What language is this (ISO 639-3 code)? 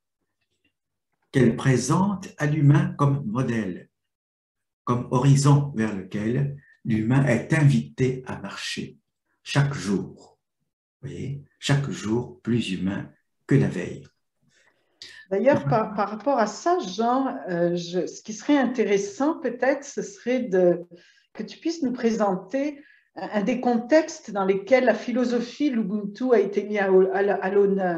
fra